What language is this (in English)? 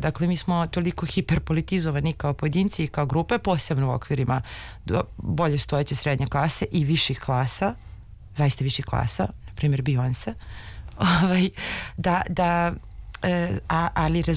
Serbian